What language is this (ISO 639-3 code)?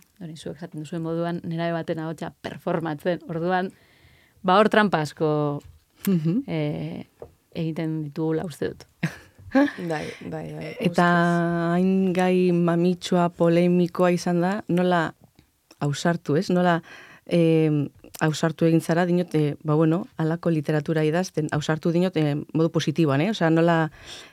eus